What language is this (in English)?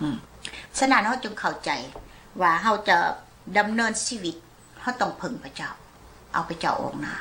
Lao